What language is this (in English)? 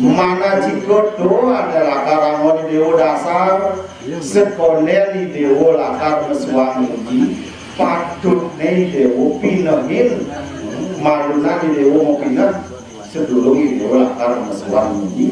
Balinese